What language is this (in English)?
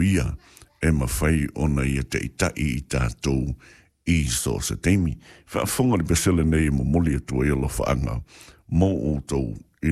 Samoan